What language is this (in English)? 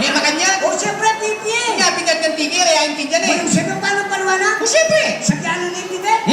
Pampanga